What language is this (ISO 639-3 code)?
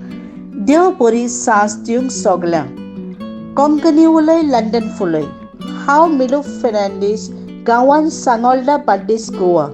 kok